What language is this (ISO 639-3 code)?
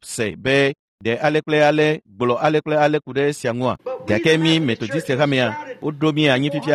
ewe